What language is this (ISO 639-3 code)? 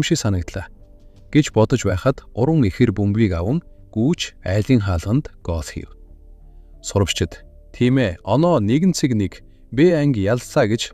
mon